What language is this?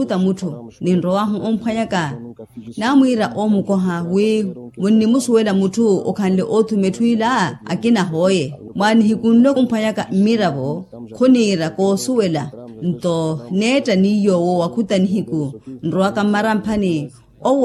Makhuwa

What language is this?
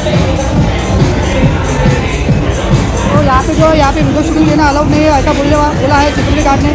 Hindi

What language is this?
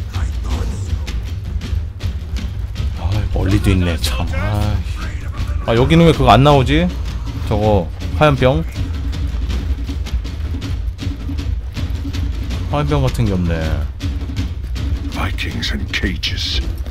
Korean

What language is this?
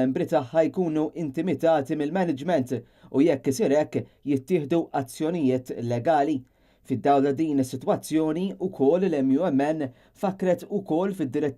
Maltese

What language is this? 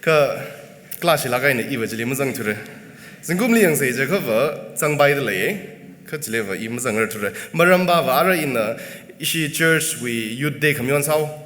Tangkhul Naga (India)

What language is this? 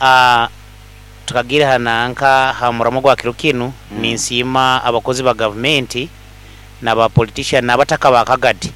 Nyoro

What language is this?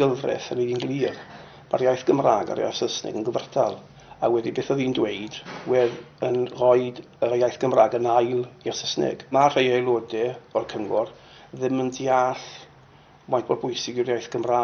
Welsh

